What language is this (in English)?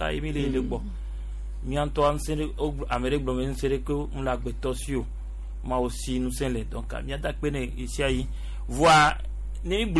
Gen